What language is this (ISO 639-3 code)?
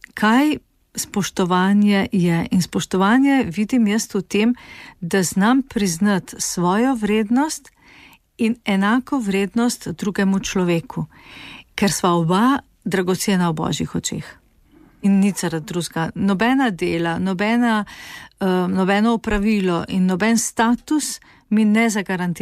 slv